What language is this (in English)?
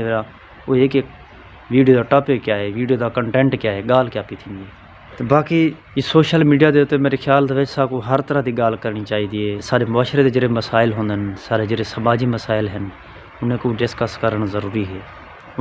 Saraiki